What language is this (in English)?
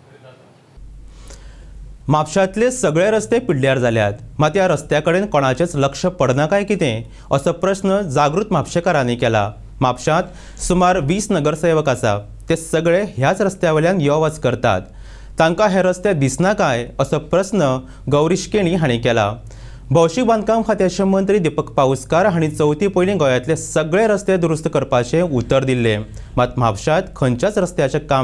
Konkani